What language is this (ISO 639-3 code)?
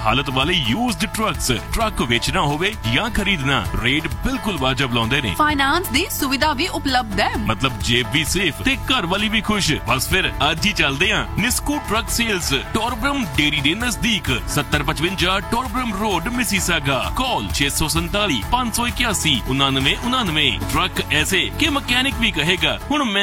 pan